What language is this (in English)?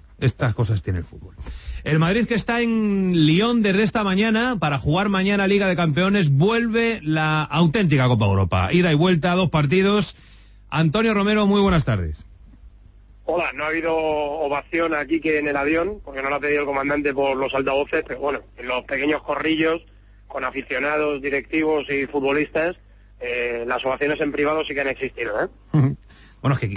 Spanish